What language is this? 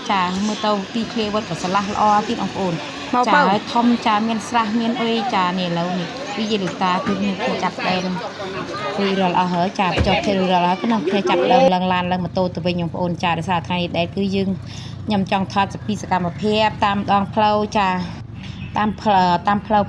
Khmer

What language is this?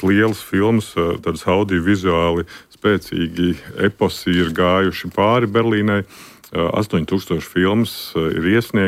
Latvian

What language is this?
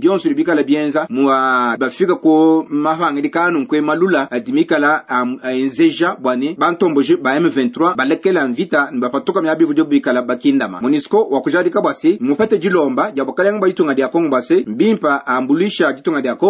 Luba-Lulua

